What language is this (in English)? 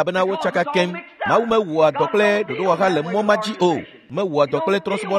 Ewe